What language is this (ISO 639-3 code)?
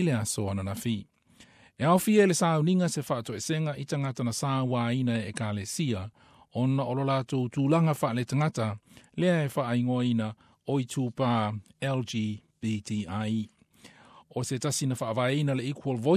smo